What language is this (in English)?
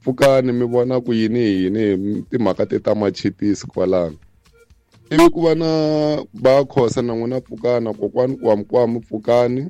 Tsonga